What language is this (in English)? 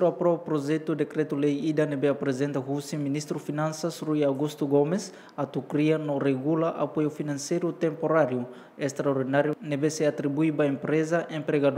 Tetum